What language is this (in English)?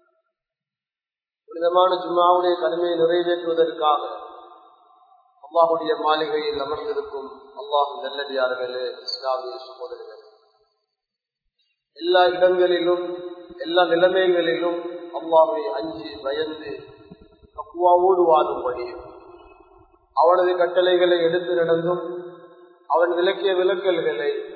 Tamil